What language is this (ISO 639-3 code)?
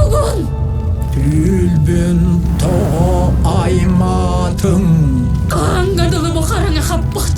sah